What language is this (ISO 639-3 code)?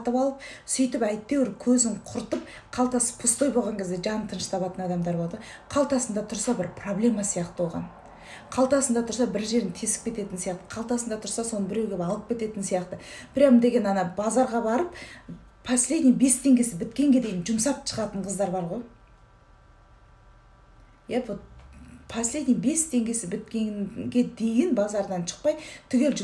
kaz